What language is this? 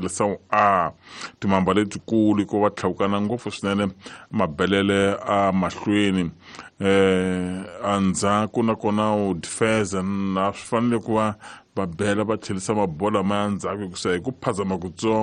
Tsonga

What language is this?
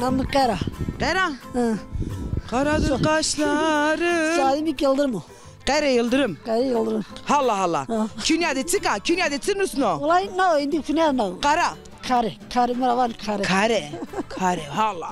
Zaza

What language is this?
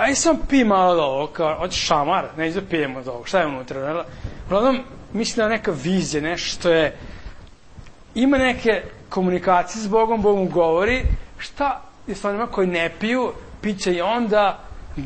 Serbian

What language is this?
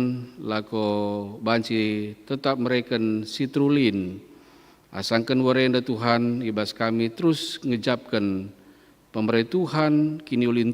Batak Karo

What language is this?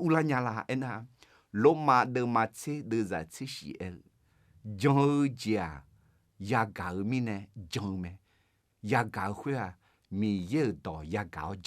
Akha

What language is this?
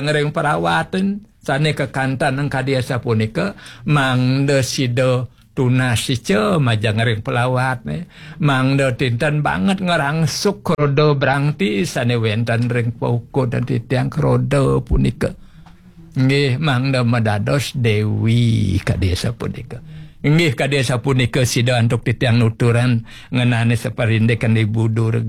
Balinese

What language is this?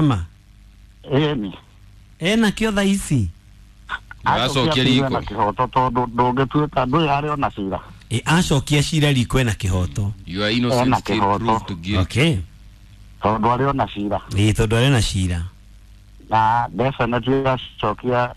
Kikuyu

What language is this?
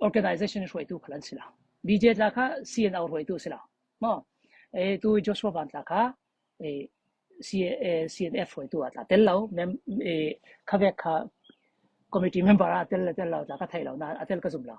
Falam Chin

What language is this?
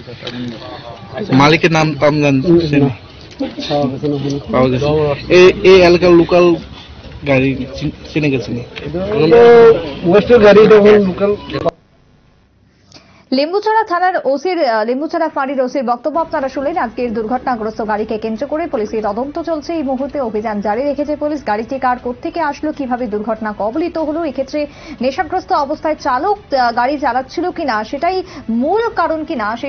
Bangla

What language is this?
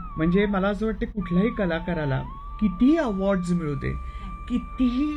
Marathi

